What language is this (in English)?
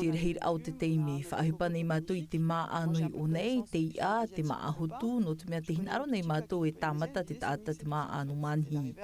Tahitian